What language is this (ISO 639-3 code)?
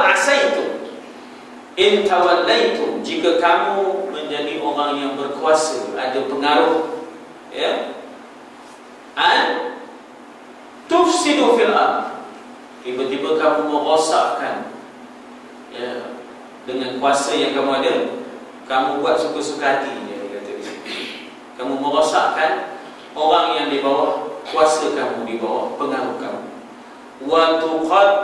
msa